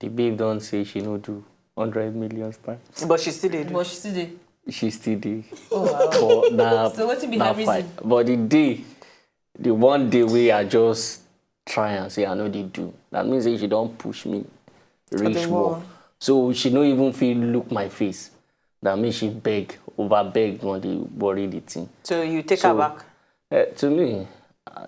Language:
Nigerian Pidgin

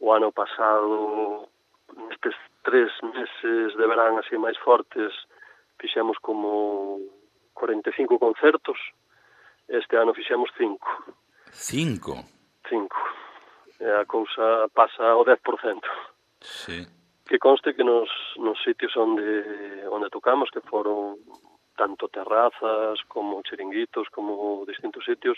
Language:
Galician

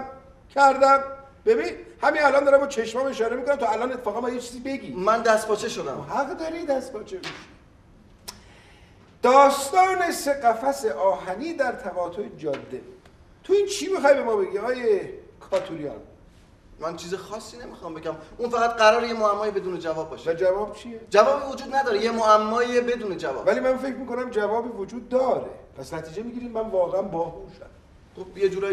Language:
Persian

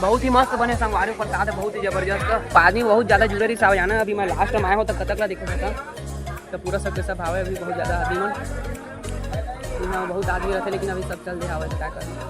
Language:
Chhattisgarhi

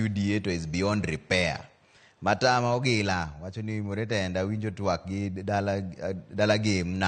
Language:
Luo (Kenya and Tanzania)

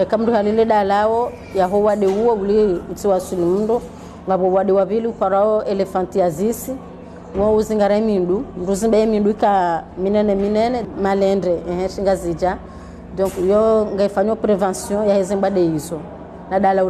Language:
Ngazidja Comorian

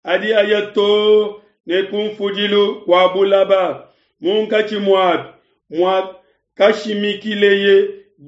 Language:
Luba-Lulua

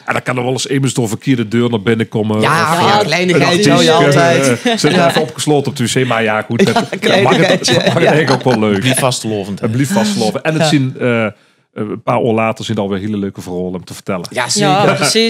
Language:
Limburgish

